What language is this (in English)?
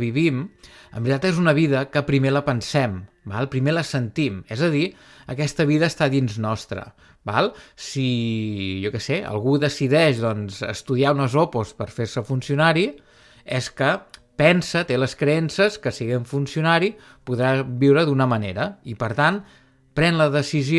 Catalan